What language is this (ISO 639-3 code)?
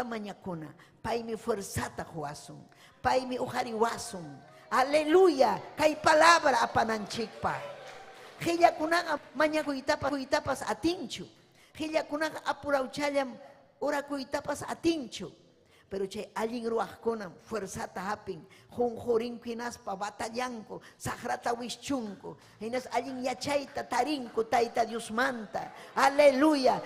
quy